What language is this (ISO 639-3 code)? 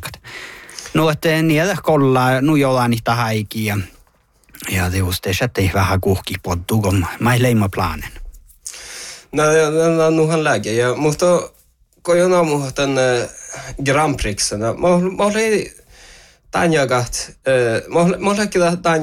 sme